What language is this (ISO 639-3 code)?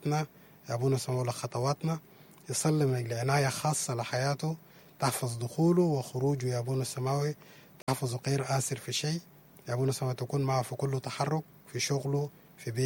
apd